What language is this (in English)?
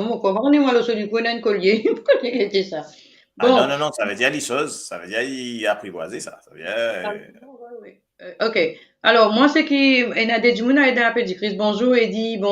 Morisyen